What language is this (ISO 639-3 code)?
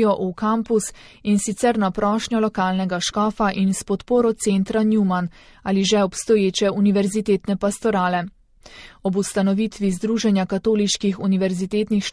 slv